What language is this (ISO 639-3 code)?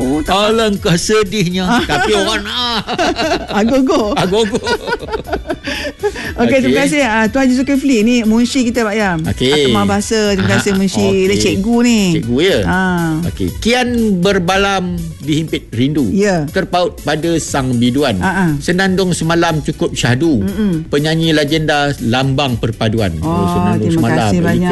msa